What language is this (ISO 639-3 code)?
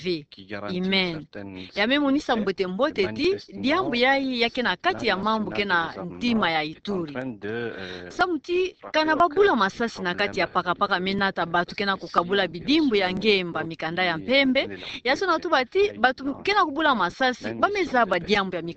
ktu